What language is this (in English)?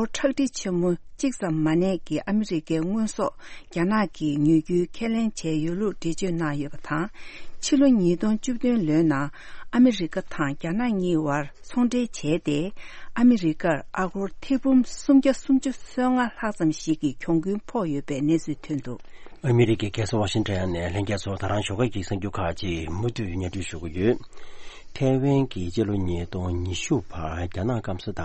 Tibetan